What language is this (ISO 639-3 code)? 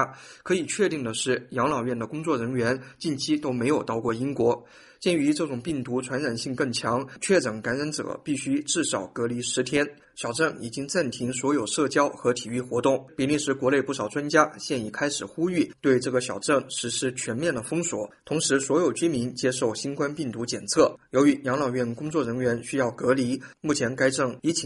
zho